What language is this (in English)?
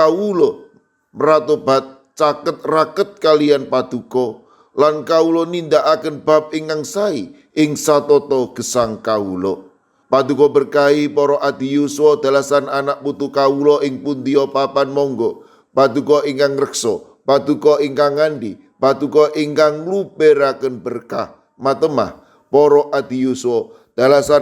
Javanese